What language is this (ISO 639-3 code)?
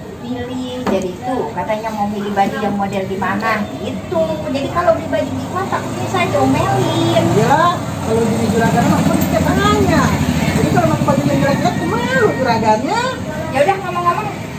bew